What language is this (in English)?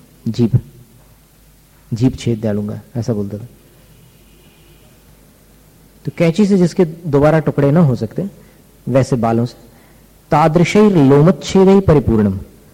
Hindi